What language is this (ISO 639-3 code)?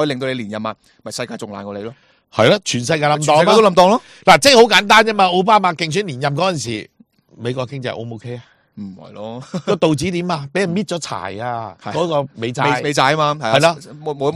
yue